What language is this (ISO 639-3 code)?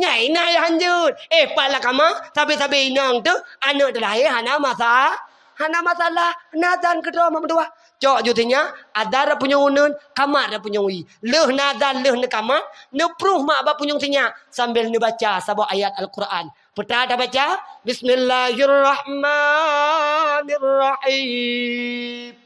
ace